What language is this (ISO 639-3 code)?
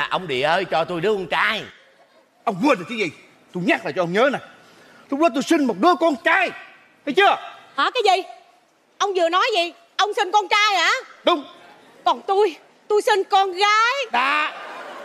vie